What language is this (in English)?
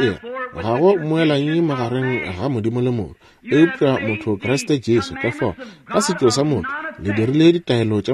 Northern Sotho